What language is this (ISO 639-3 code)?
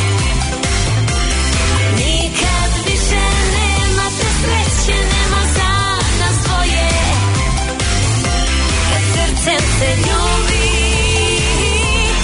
srp